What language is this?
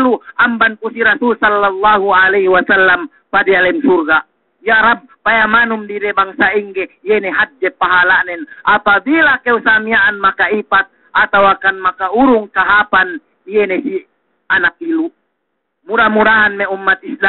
Yakan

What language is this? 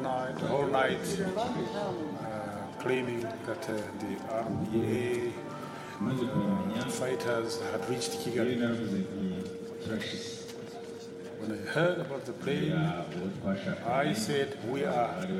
Kinyarwanda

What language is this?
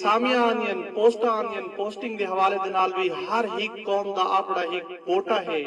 Saraiki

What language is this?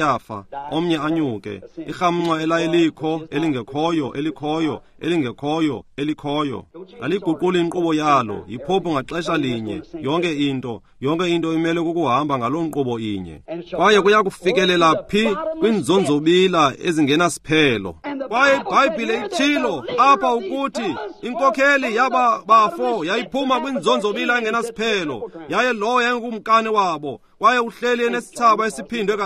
Xhosa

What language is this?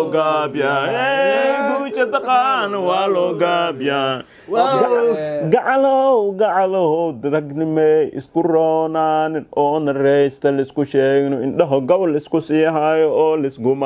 Somali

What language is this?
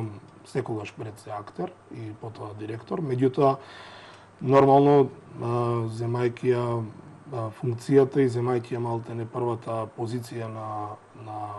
Macedonian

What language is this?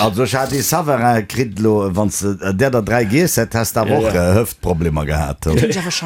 Luxembourgish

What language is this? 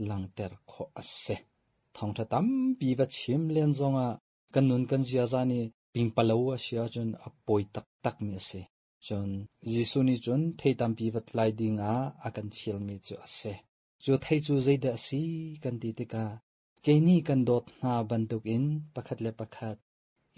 Hakha Chin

